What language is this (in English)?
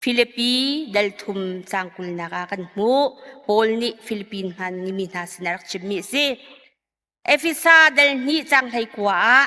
Hakha Chin